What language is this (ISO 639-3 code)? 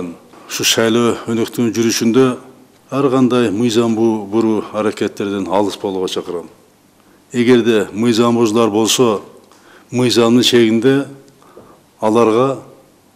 kir